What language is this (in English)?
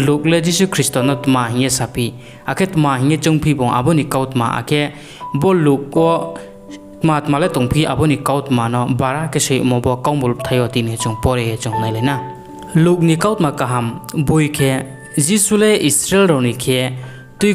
Riang (India)